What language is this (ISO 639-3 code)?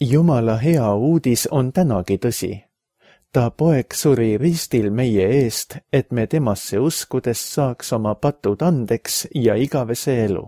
est